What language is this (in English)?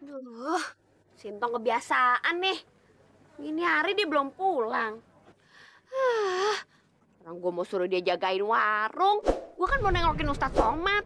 Betawi